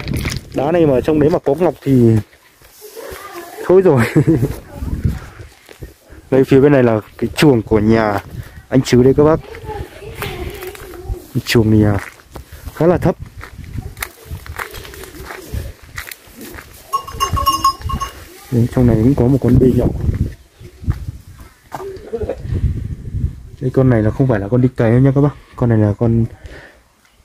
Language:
Vietnamese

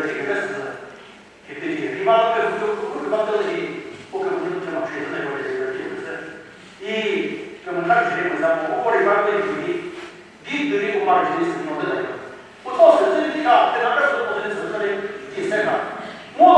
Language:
Chokri Naga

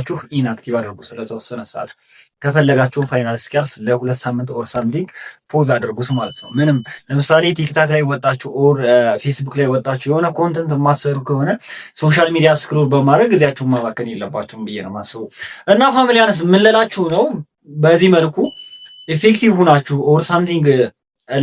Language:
Amharic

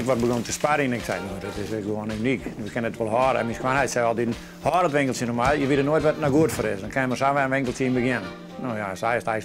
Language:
Western Frisian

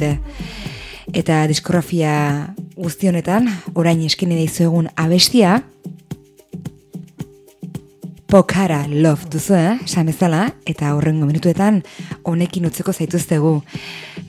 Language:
Basque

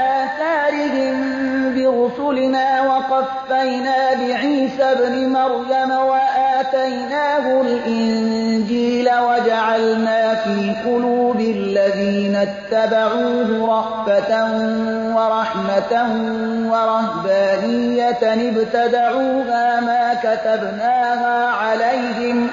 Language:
Persian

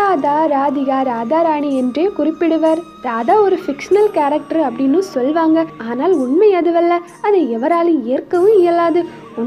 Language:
Tamil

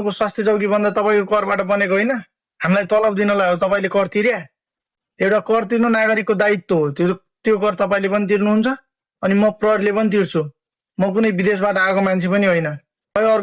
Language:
Nepali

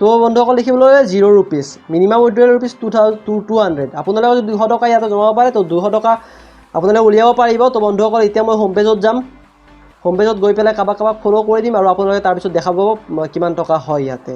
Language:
Assamese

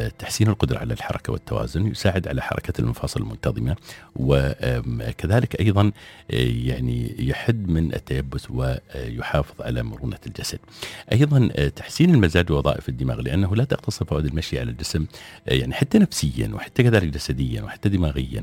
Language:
Najdi Arabic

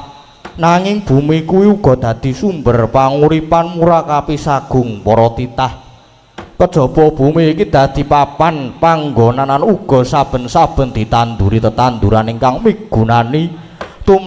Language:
Javanese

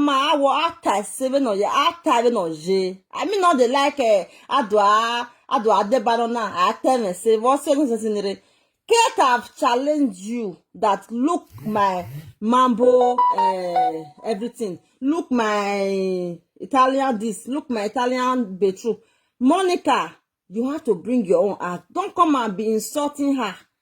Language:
Nigerian Pidgin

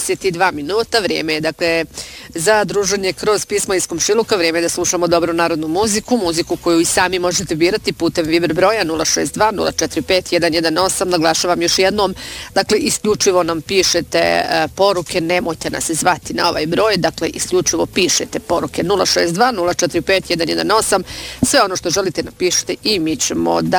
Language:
Bosnian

